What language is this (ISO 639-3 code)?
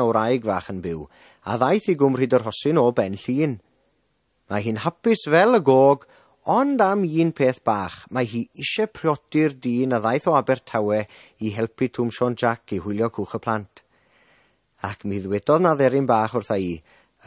cym